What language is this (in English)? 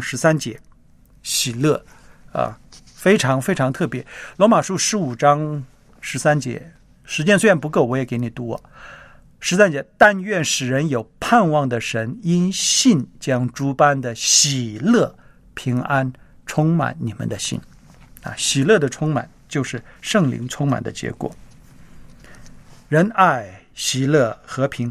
Chinese